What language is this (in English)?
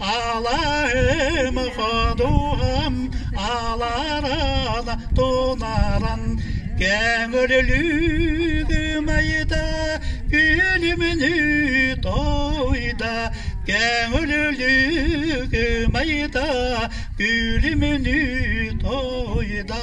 Yakut